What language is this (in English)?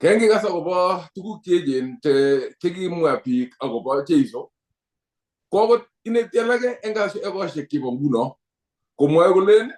Kalenjin